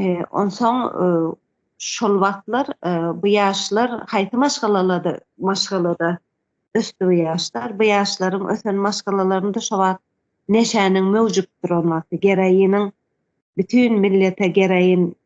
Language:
Turkmen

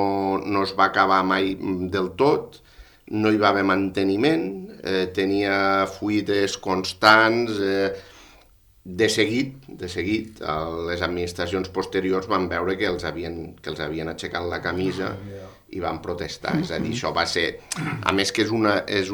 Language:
Catalan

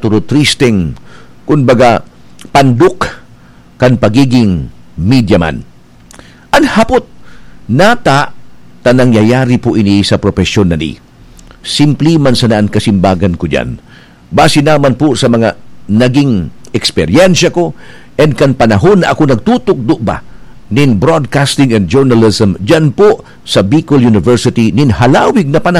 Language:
Bikol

